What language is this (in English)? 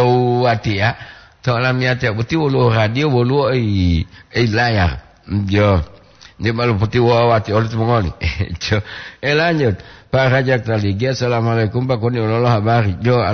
Gorontalo